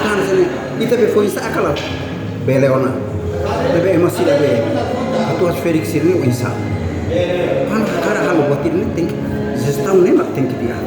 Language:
Tetum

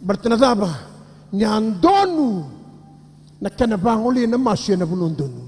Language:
Fijian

